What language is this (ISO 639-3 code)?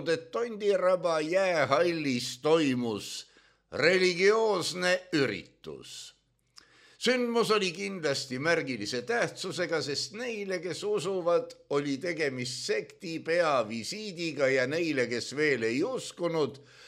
est